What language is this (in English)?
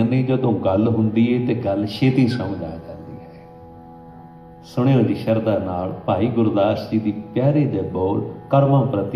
Punjabi